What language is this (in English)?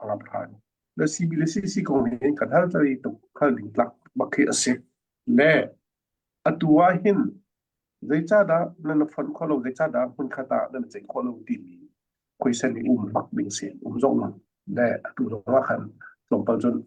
Hakha Chin